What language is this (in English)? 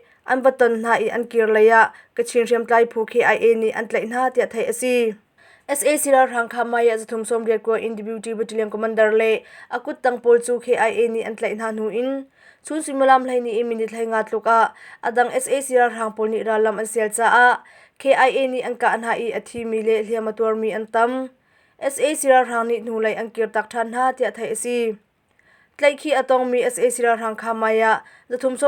Hakha Chin